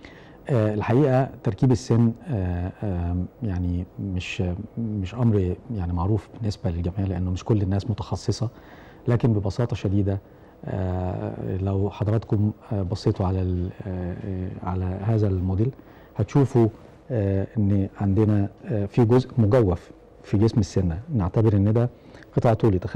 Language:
Egyptian Arabic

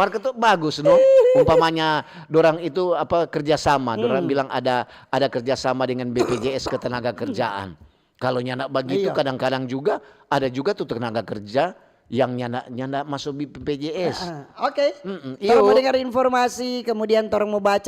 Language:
Manado Malay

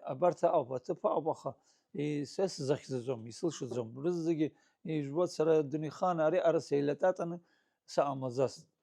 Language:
Abkhazian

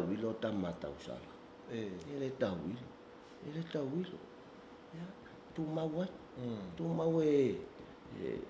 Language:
Samoan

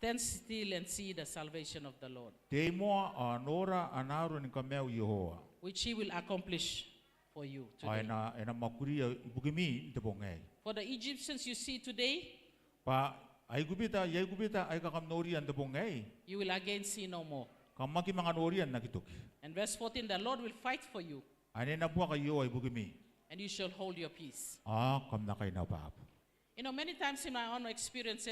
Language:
Gilbertese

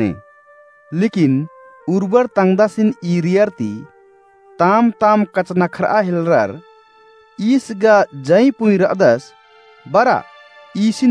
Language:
Kurukh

